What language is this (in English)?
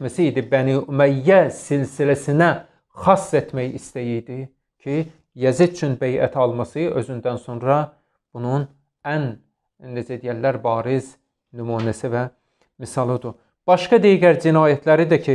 Azerbaijani